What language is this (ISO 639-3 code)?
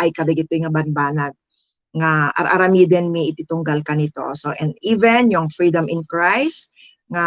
ilo